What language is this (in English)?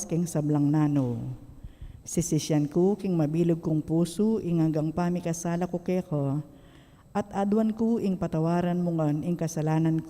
Pampanga